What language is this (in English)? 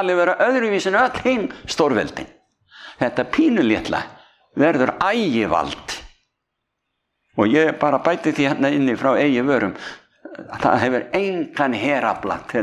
Icelandic